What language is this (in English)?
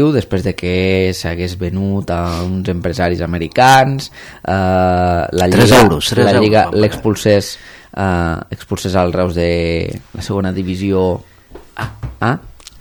Catalan